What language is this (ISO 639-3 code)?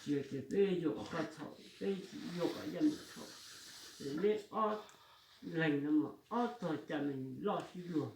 hmn